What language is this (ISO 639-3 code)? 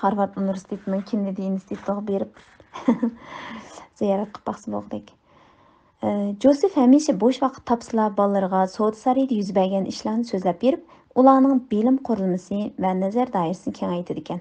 uig